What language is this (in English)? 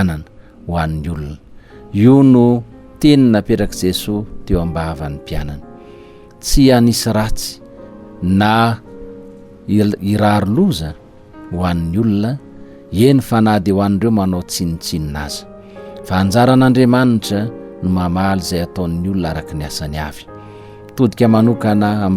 Malagasy